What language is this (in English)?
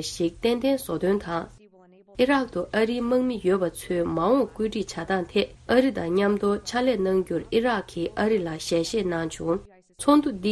Tibetan